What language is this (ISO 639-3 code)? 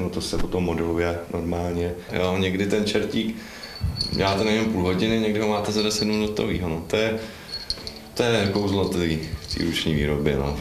ces